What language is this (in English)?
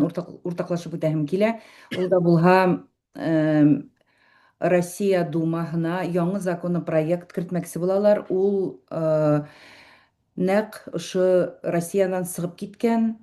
Bashkir